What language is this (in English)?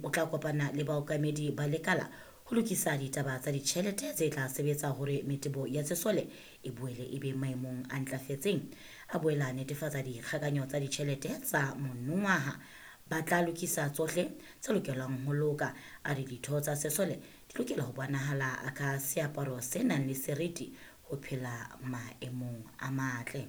Southern Sotho